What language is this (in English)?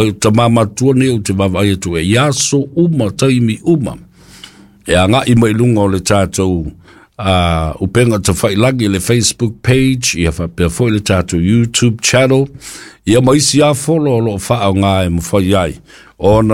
Samoan